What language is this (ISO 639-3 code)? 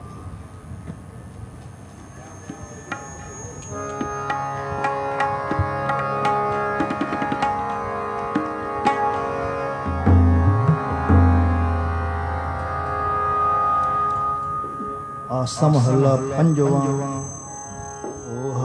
pan